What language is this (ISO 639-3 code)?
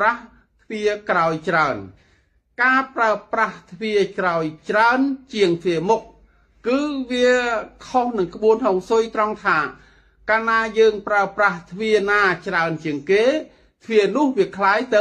khm